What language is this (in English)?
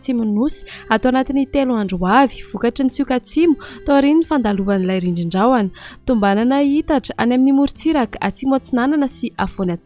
Malagasy